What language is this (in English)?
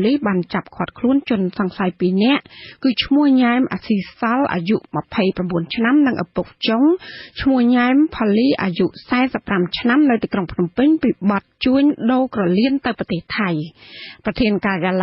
Khmer